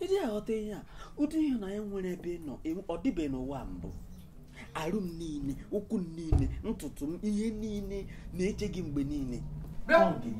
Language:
Igbo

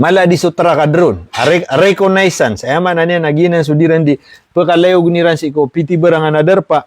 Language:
Maranao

